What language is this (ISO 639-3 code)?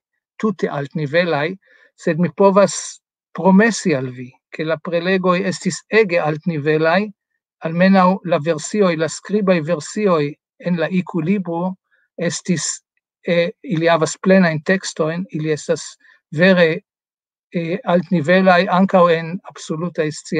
epo